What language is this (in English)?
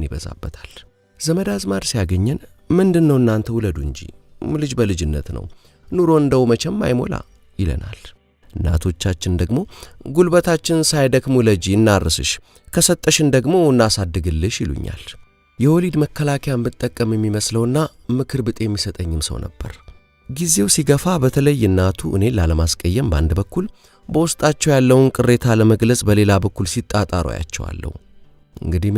Amharic